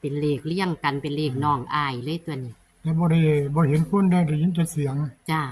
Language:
Northeastern Thai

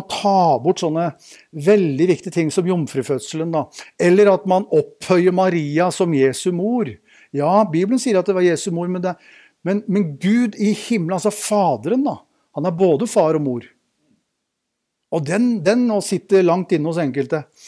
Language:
Norwegian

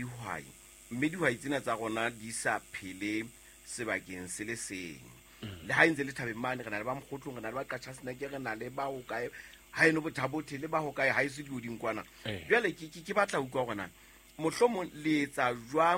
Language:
Southern Sotho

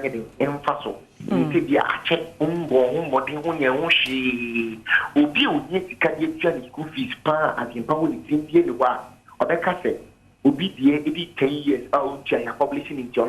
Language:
Akan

